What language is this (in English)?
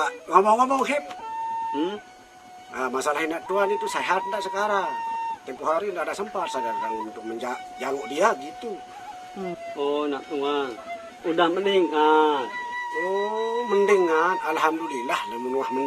Sasak